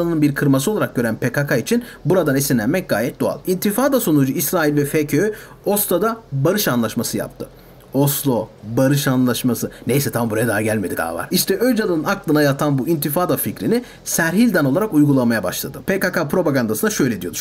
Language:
Turkish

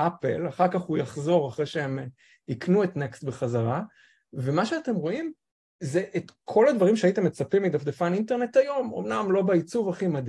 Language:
Hebrew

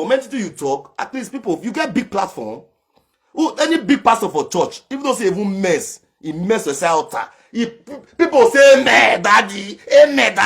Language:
Nigerian Pidgin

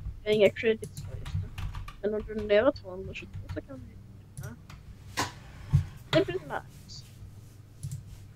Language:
Swedish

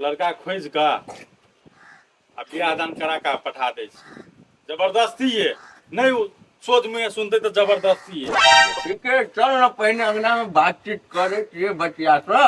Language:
Maithili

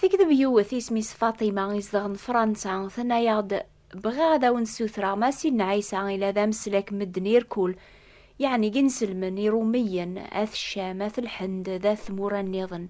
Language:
Kabyle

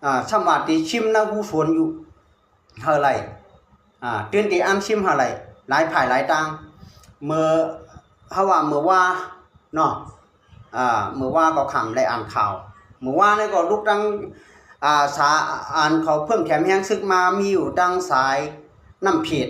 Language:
Shan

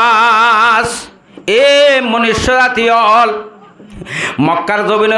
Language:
Rohingya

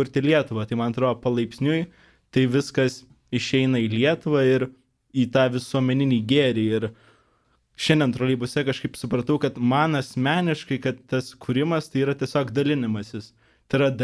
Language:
Lithuanian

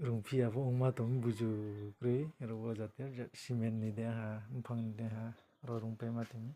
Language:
Riang (India)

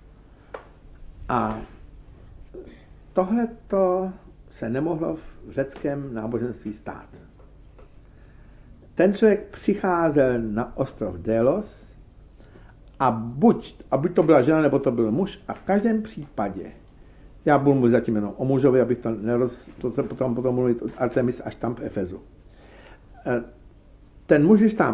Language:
Czech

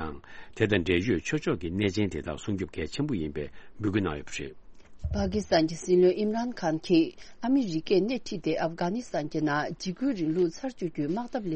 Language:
Tibetan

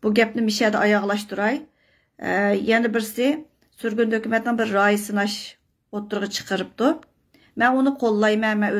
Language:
Uyghur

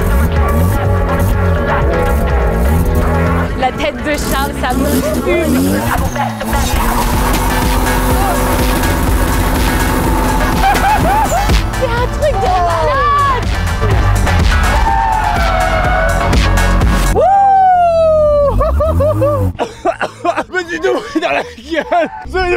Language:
French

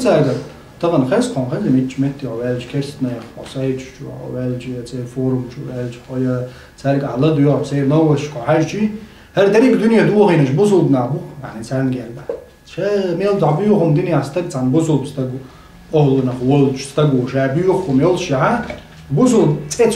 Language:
Chechen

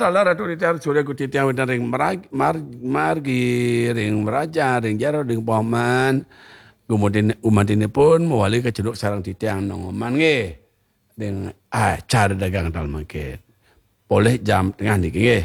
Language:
Balinese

